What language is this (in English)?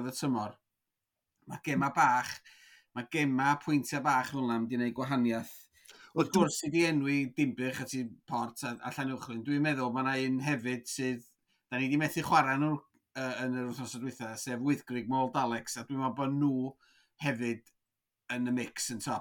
Welsh